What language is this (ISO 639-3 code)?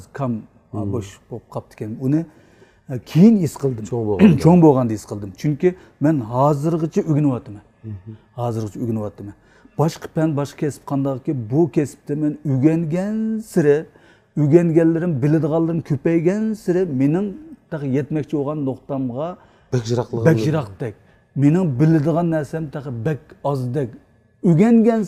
uig